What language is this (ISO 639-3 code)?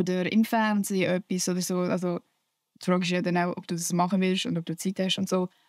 gsw